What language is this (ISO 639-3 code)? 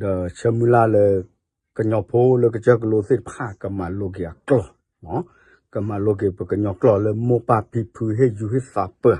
ksw